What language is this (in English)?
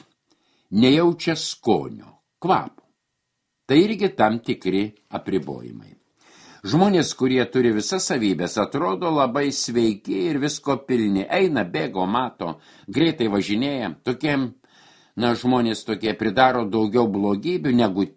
Lithuanian